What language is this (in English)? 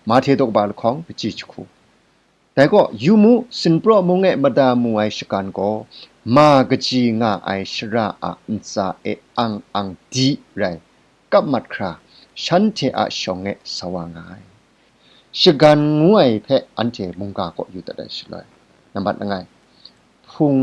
Kachin